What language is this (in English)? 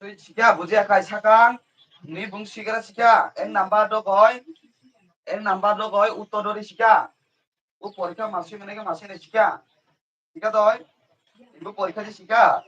Kok Borok